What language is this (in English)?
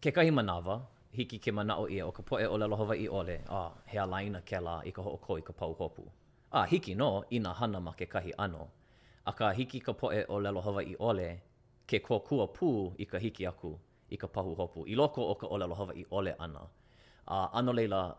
Hawaiian